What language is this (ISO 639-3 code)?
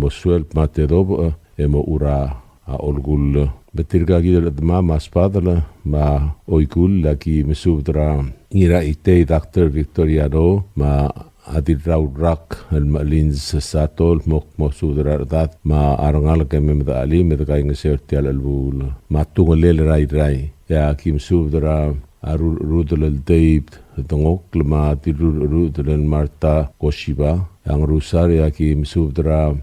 pau